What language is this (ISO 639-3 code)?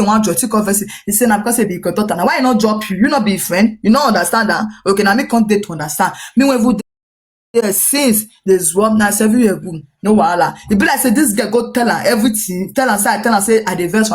pcm